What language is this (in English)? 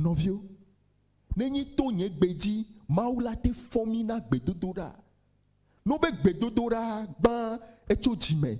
Ewe